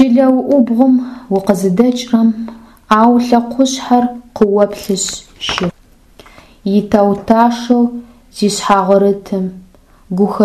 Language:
Adyghe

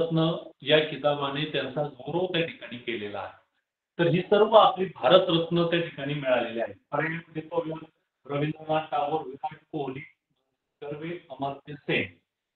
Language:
Marathi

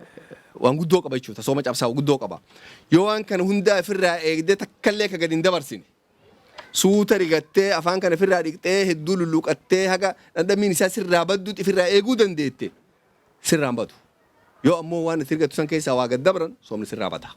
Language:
Oromo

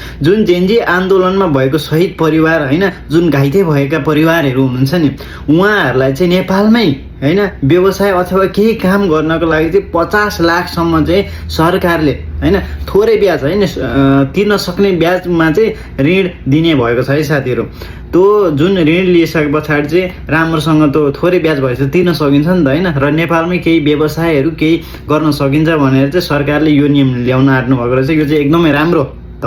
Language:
Nepali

